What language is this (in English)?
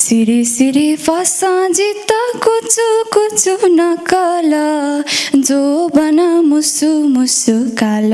Newari